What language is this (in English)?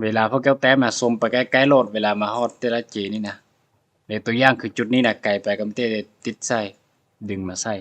Lao